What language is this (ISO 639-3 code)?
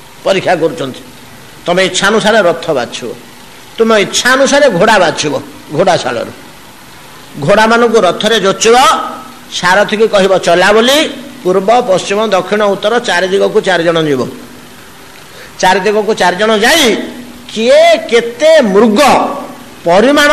ori